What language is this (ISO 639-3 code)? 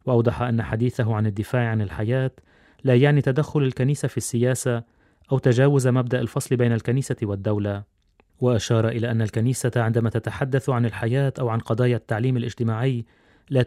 ara